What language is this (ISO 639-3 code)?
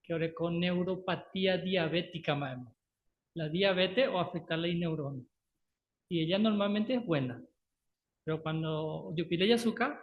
grn